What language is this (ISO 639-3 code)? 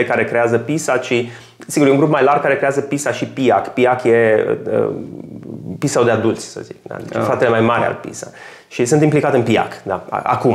ron